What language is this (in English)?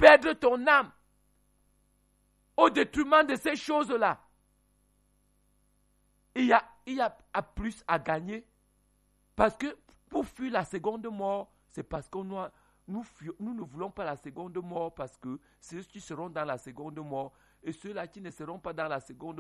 French